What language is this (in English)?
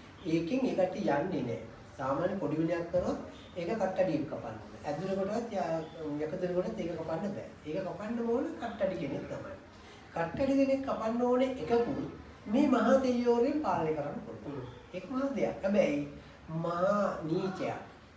Sinhala